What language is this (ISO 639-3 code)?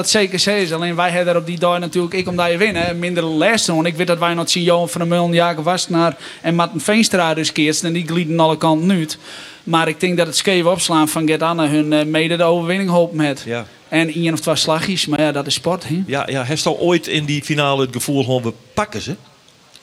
fry